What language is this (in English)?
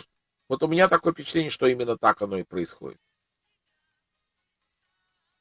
Russian